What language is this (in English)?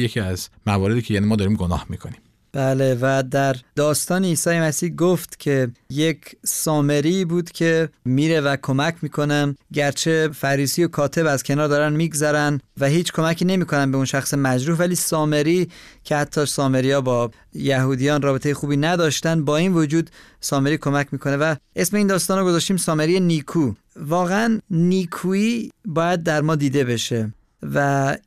Persian